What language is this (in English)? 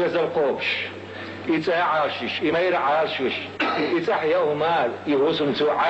Chechen